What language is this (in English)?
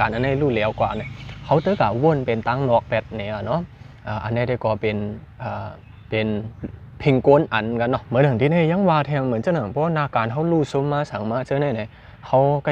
Shan